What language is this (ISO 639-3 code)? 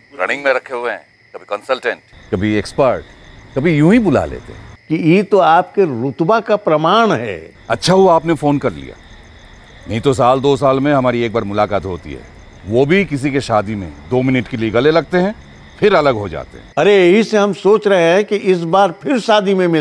hin